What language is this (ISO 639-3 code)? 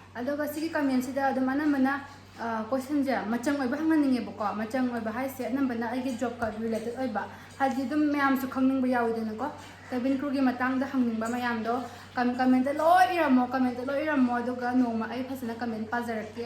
mni